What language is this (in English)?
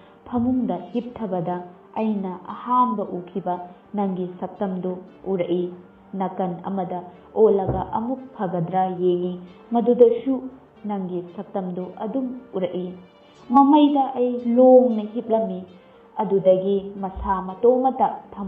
Manipuri